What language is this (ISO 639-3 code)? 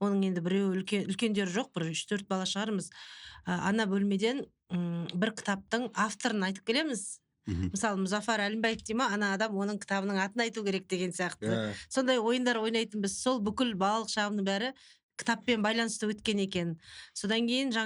kaz